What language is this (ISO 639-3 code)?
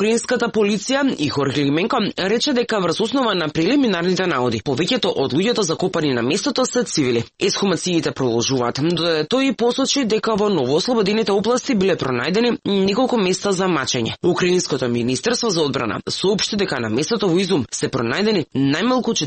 mkd